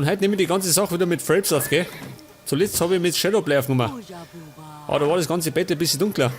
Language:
Bavarian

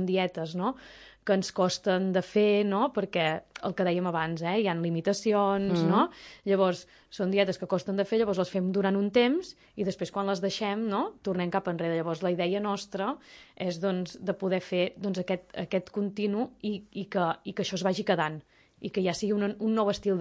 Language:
Catalan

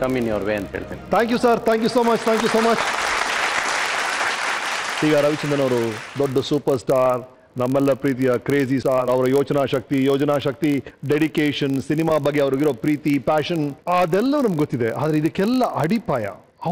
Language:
Kannada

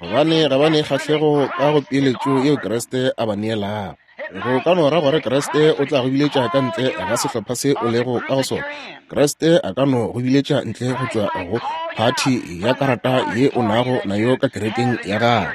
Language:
Northern Sotho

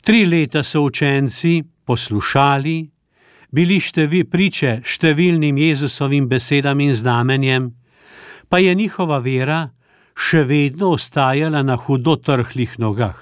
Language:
Slovenian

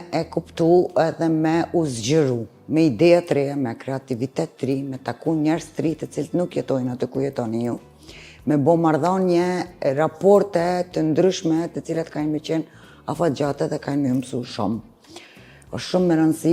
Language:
Albanian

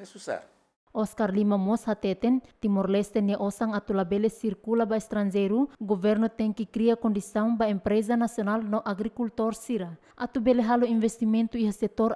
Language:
Tetum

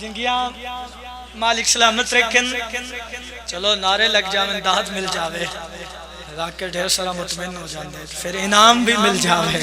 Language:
Pahari-Potwari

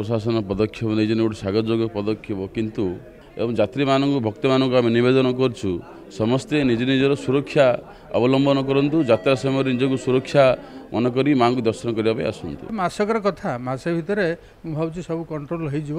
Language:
Odia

